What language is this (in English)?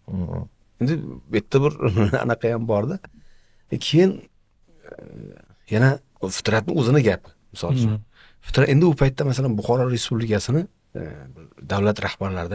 Uzbek